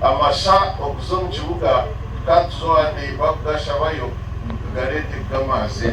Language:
Nyankole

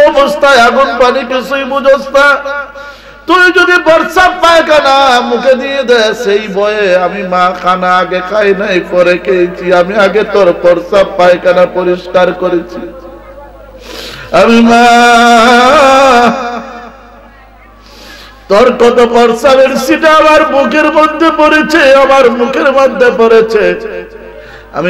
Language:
Bangla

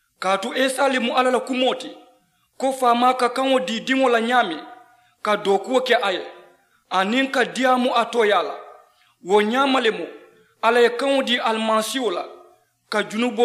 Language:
Mandingo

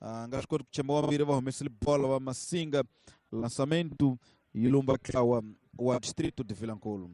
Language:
Tsonga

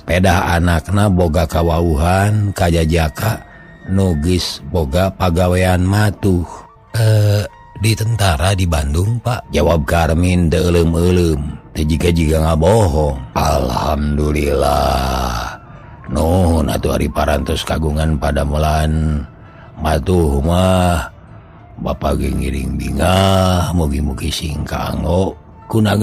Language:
Sundanese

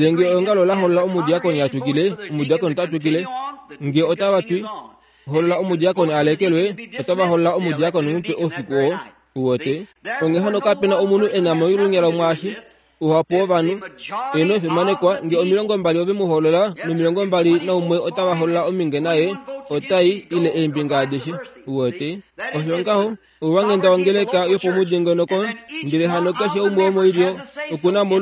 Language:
Kuanyama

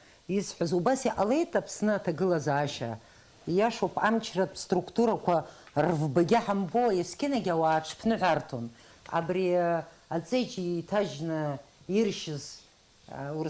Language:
Abkhazian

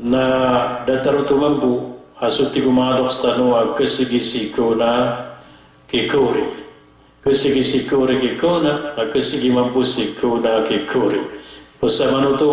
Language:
Maranao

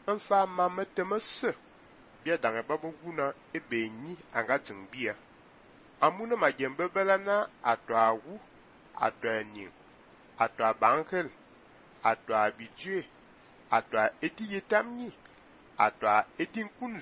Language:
Fang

